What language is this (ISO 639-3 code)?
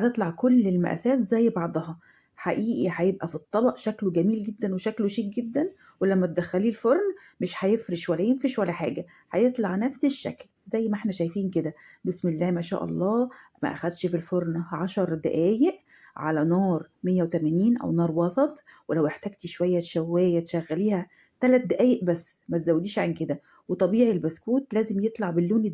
arz